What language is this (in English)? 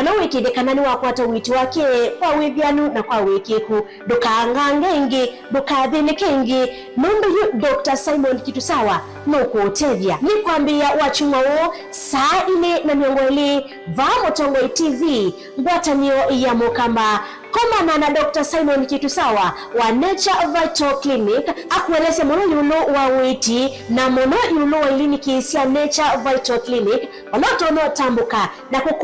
Kamba